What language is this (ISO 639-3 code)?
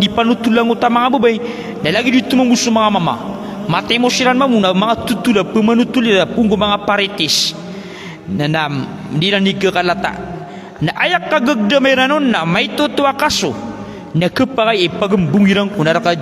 mrw